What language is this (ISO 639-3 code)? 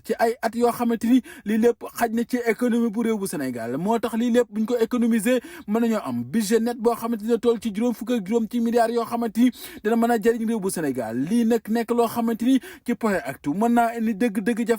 wol